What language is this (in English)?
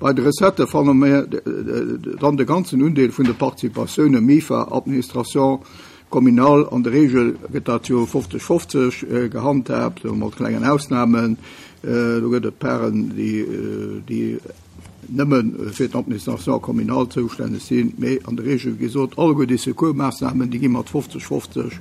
Luxembourgish